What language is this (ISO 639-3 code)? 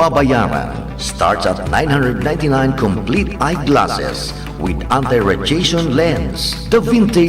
bik